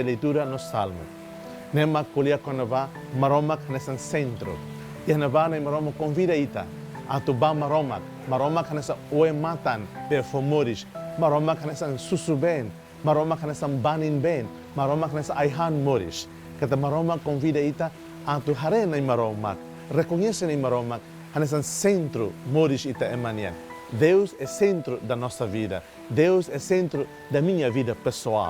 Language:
Tetum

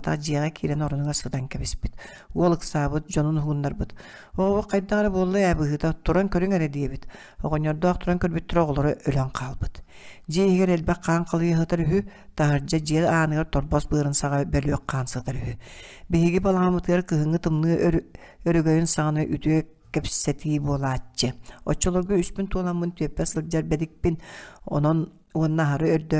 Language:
Yakut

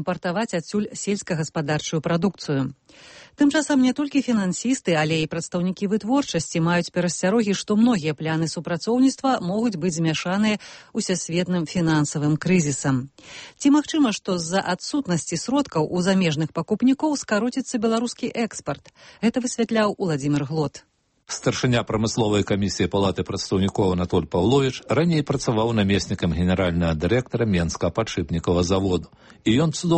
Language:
Belarusian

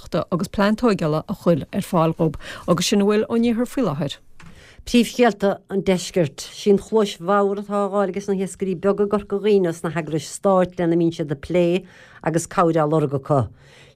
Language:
Irish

